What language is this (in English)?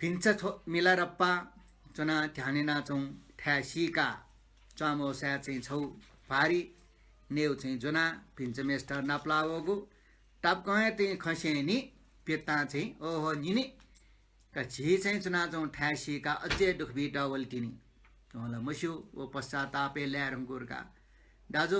Newari